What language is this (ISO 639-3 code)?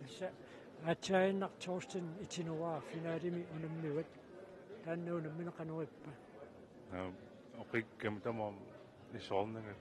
kal